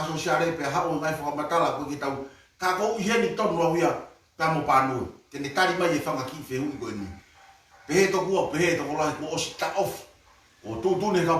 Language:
Tongan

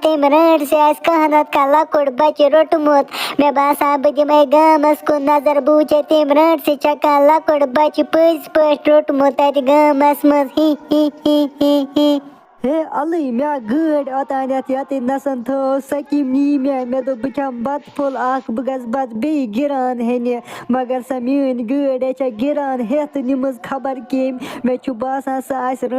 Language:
Kashmiri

